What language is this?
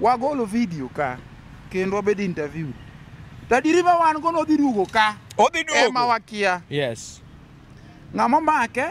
Luo (Kenya and Tanzania)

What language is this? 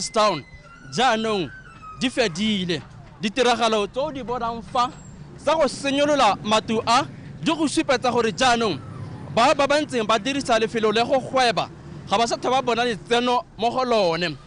Tswana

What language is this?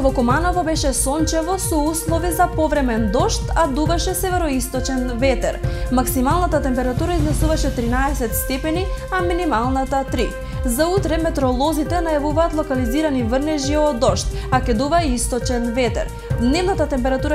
Macedonian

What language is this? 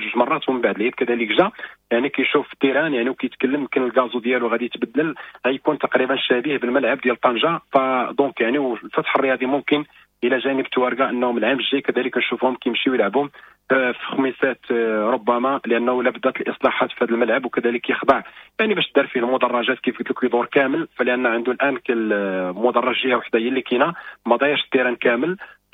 Moroccan Arabic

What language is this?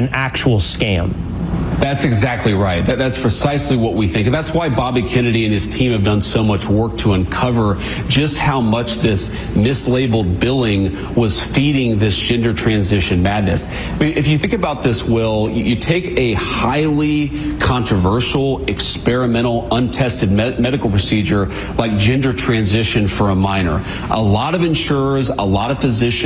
English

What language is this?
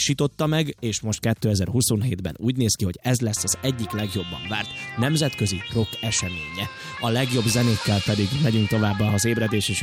Hungarian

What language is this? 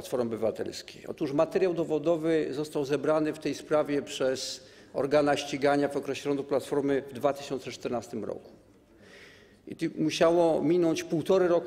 Polish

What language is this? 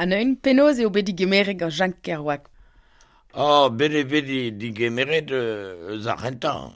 Breton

